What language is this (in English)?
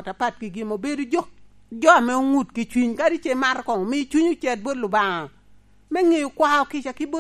Lango (Uganda)